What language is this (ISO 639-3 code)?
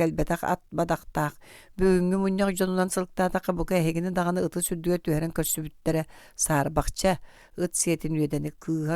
sah